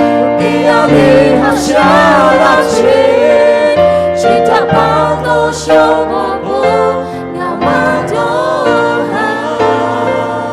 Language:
Lahu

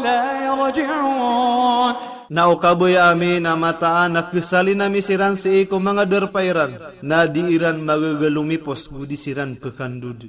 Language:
Maranao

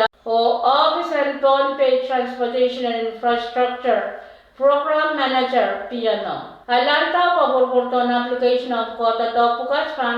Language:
Pohnpeian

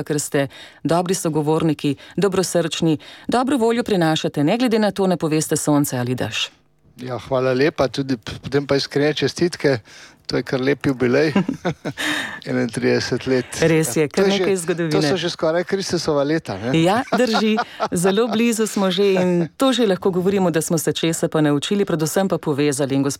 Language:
Slovenian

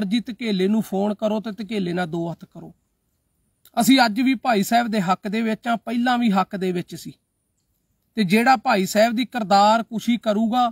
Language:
Punjabi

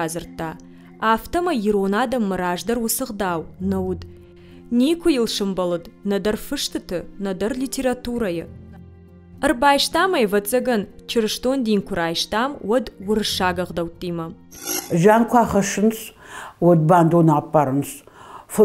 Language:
Ossetic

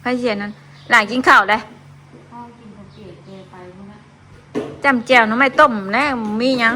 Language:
Northeastern Thai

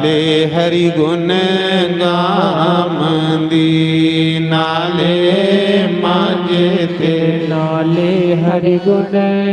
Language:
Dogri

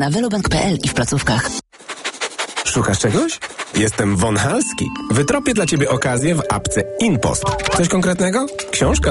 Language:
Polish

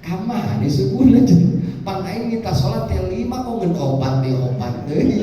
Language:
Sundanese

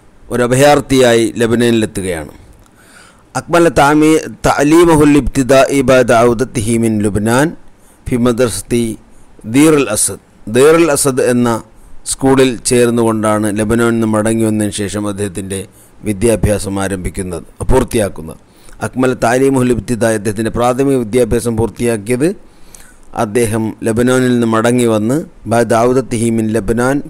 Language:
Malayalam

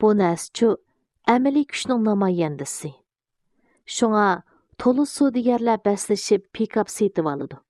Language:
Uyghur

